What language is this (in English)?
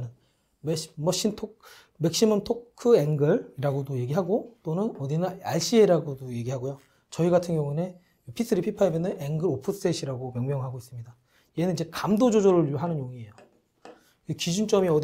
Korean